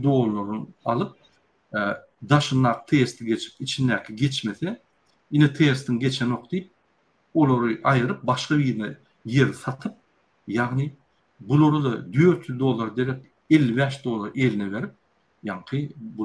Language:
Turkmen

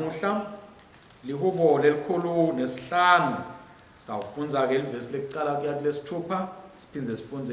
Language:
Swati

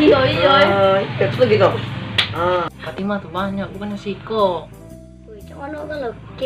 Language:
Musi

